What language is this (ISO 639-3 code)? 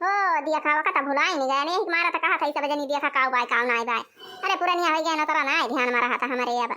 awa